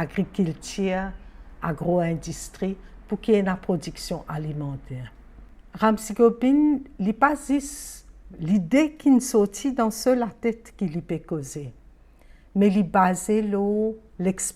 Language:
Morisyen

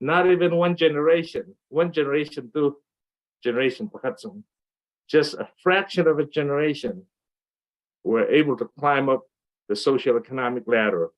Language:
Falam Chin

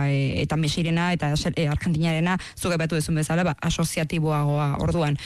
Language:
Basque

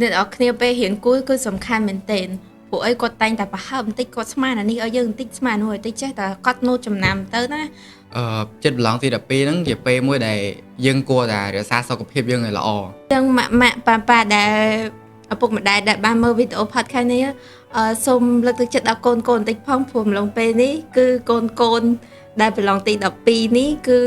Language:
Khmer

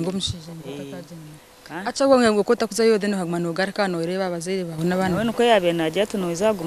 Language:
Nyankole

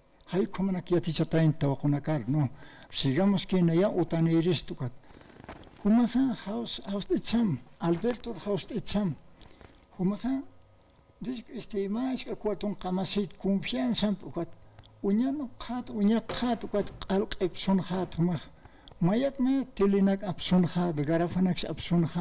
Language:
Aymara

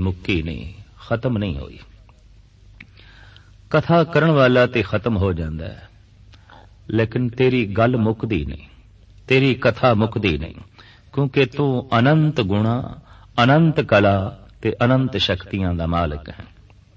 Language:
Punjabi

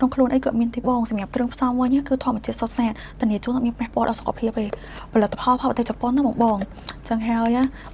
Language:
Khmer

